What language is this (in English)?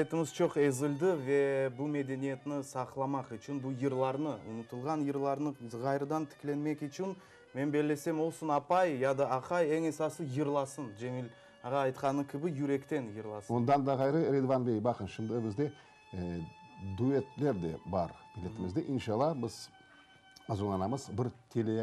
Crimean Tatar